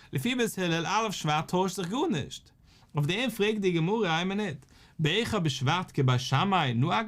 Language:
Yiddish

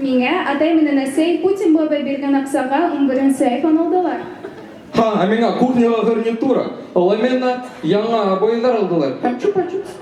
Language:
Bashkir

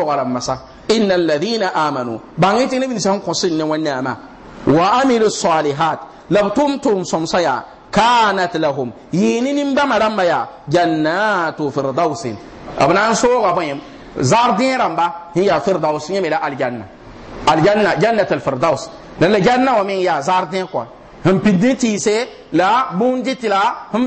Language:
Mossi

